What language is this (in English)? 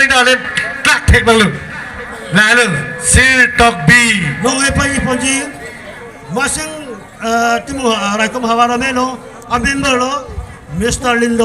Karbi